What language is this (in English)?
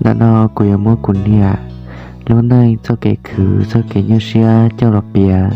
Hmong